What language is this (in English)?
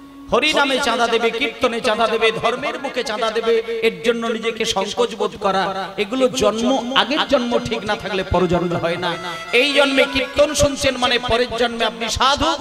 Bangla